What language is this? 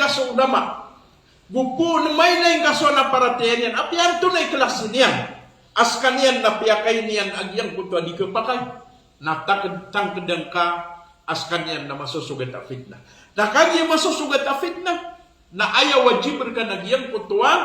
Maranao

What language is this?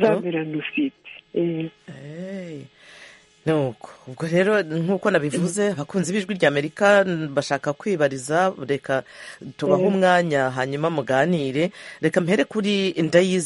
Kinyarwanda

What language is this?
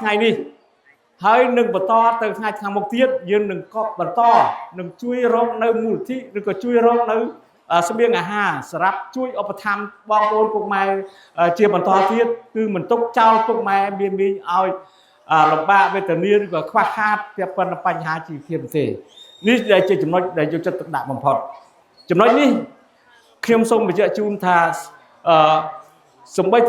Khmer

